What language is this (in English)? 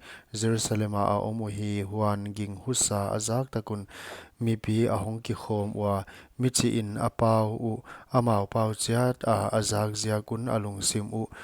Paite Chin